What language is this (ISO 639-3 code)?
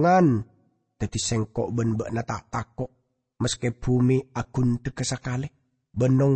mad